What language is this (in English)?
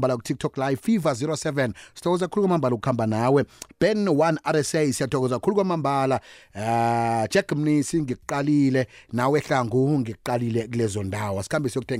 South Ndebele